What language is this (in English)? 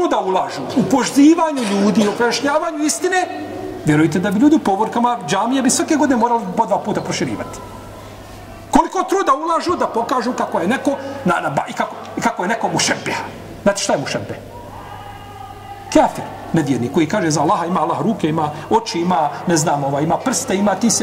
Bosnian